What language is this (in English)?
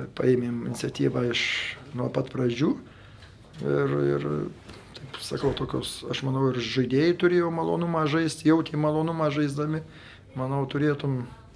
Lithuanian